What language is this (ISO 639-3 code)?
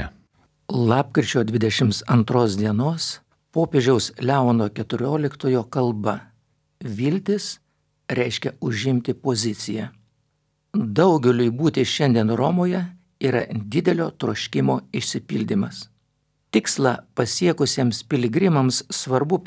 lit